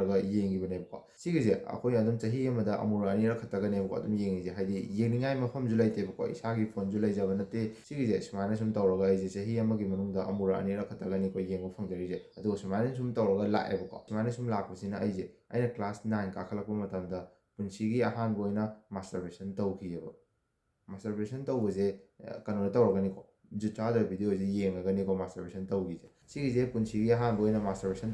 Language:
Manipuri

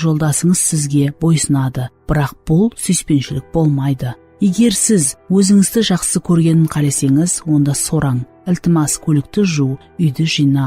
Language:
Kara-Kalpak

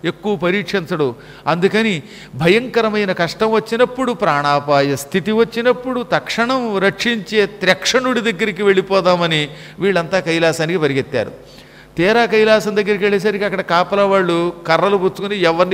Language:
Telugu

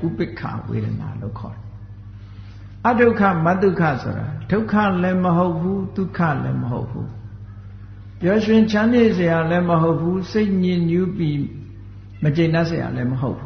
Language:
Burmese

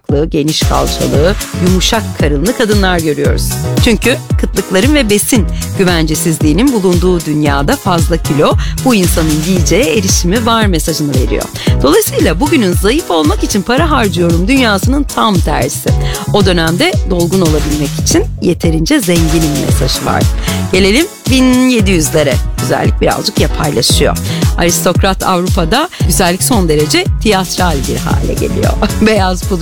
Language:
Turkish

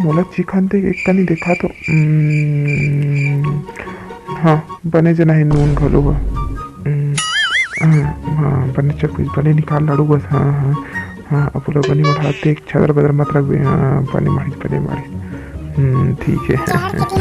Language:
Chhattisgarhi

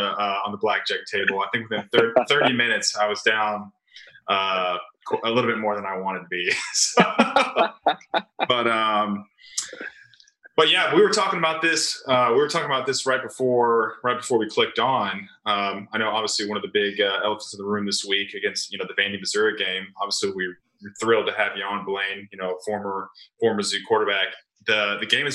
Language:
English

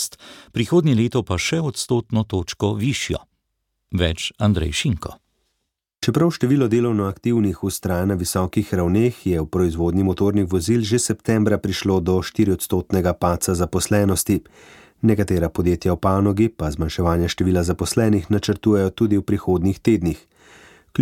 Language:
Slovenian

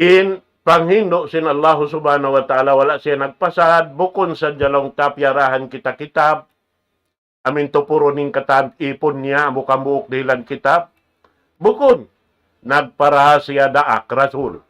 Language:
Tausug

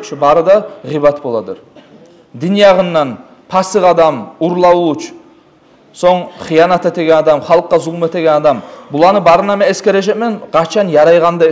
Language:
Kumyk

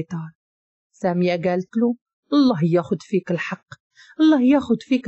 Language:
Moroccan Arabic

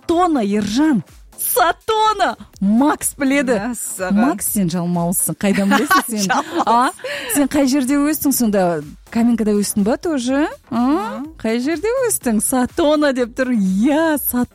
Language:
Kazakh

